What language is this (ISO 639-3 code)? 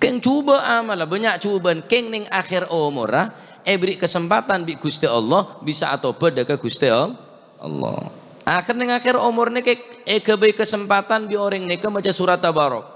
mad